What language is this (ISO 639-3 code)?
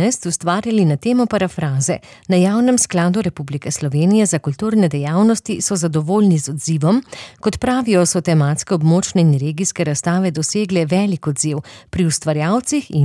slv